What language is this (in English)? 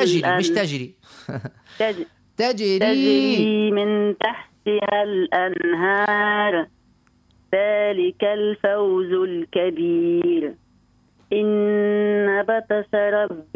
Arabic